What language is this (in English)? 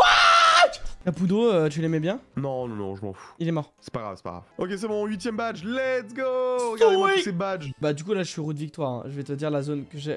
French